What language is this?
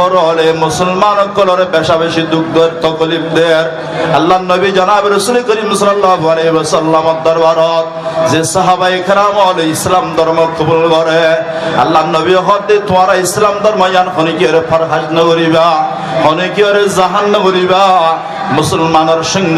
Rohingya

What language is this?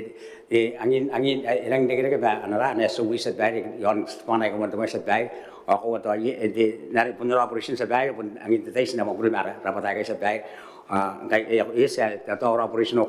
Gilbertese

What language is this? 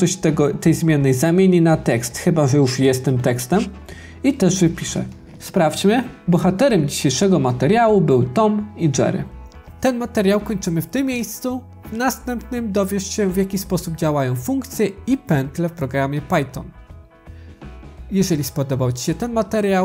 Polish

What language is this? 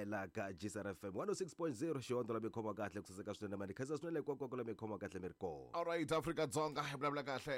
Tsonga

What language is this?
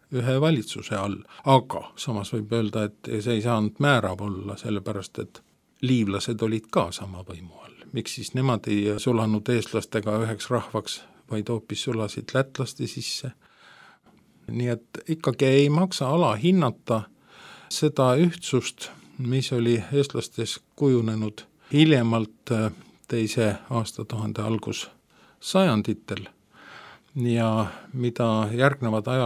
Estonian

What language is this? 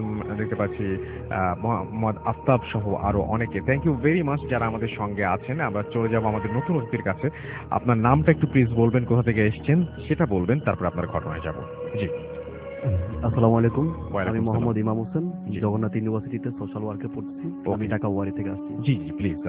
Bangla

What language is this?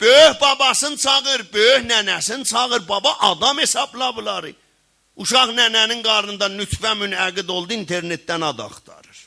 South Azerbaijani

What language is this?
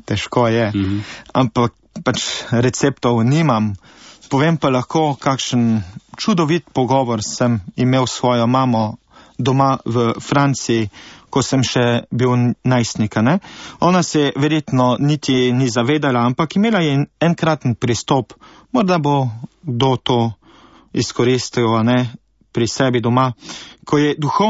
Slovenian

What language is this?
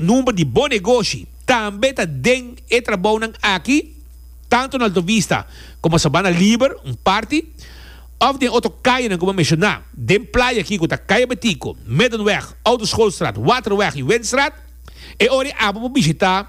Papiamento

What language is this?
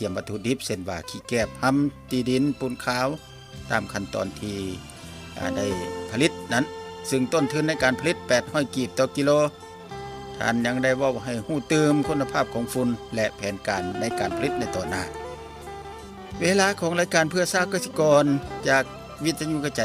Lao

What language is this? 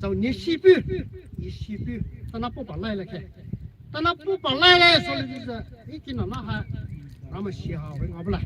Poumei Naga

